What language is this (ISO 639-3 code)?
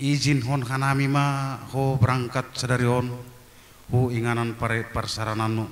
bts